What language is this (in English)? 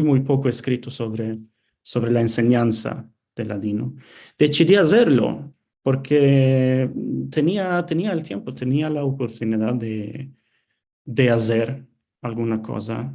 Ladino